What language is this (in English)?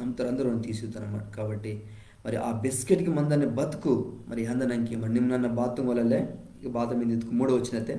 Koya